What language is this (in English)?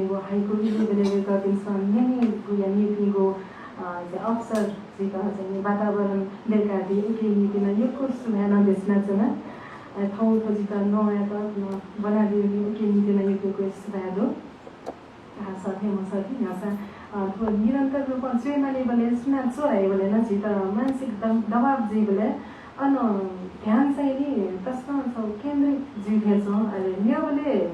Newari